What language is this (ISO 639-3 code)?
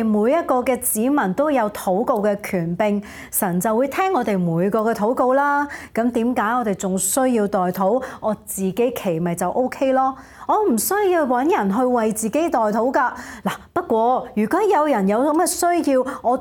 yue